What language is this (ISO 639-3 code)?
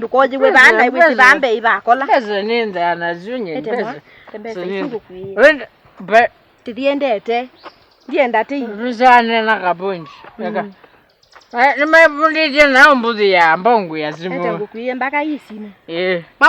kam